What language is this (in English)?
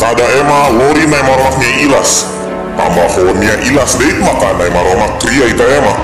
Tetum